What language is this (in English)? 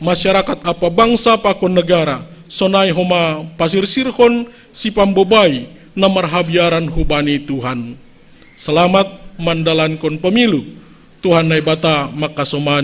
Batak Simalungun